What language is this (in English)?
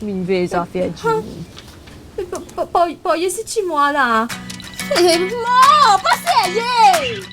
Morisyen